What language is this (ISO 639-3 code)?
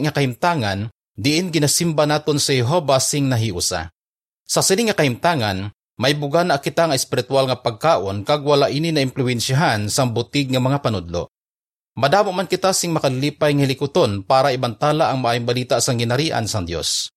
hil